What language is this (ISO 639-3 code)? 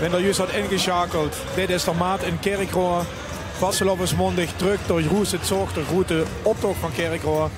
lim